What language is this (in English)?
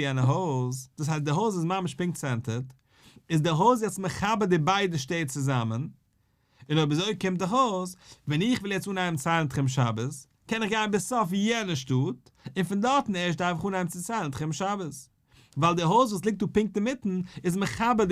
Yiddish